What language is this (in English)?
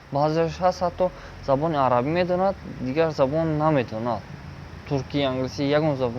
Tajik